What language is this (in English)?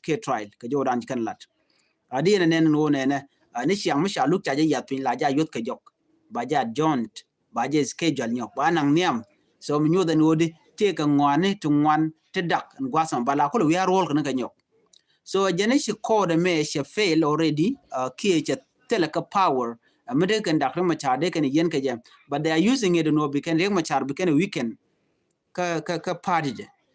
Nuer